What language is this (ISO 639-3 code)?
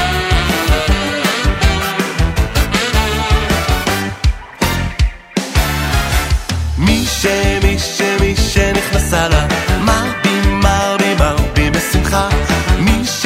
heb